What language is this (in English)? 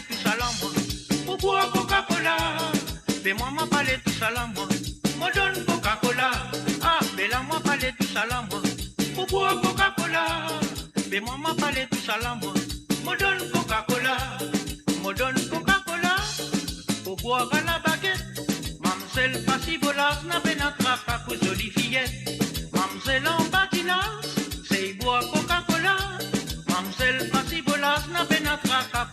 Morisyen